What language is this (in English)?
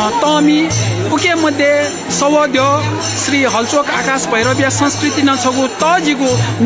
Newari